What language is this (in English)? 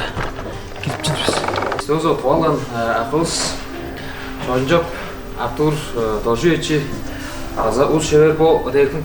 Tuvinian